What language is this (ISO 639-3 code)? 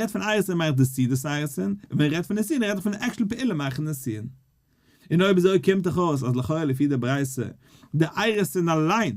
yid